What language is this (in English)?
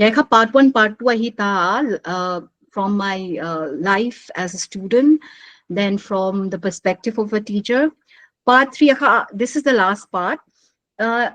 Paite Chin